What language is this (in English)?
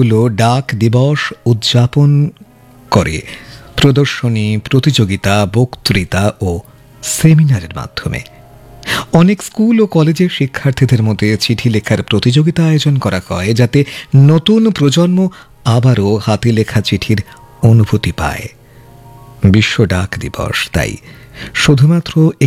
Bangla